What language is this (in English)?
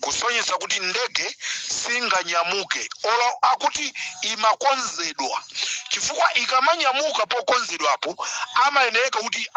Nyanja